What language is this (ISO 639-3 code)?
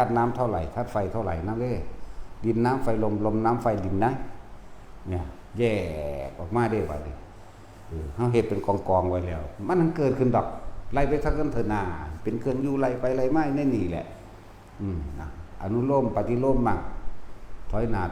tts